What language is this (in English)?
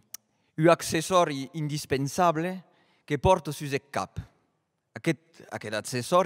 Occitan